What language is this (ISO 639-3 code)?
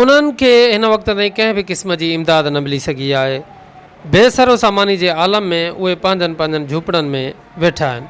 snd